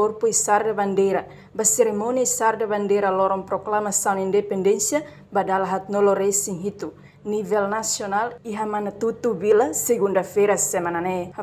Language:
Tetum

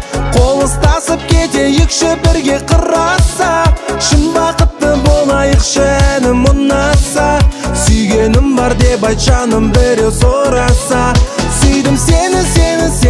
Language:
Kazakh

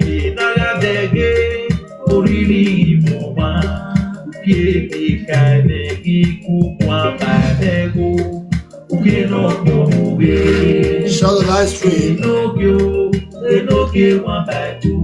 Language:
Nigerian Pidgin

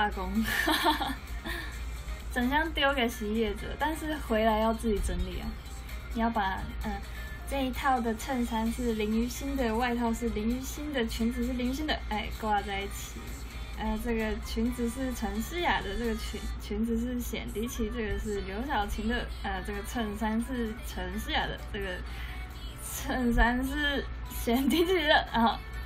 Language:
Chinese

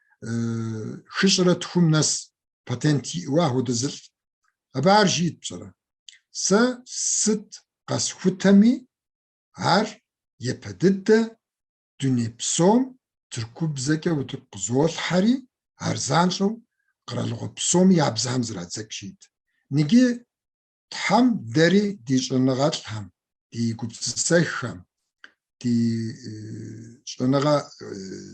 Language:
Kabardian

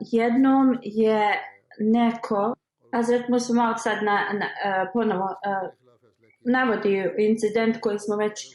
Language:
Bosnian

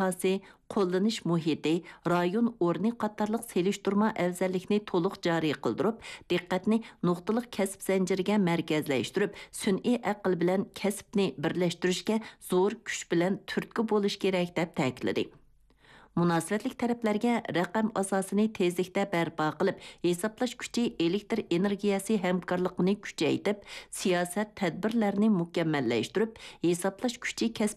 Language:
Uyghur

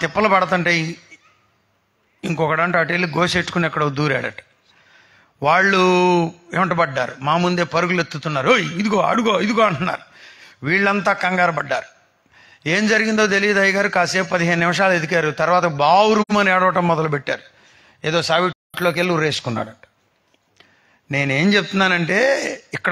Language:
Telugu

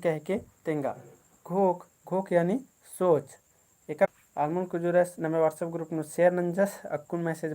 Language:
Kurukh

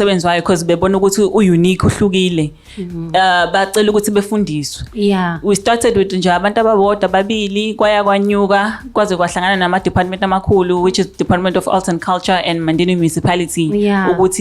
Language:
Zulu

